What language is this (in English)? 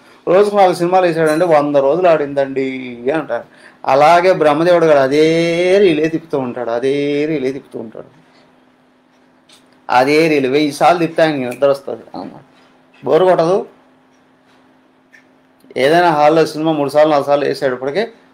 Telugu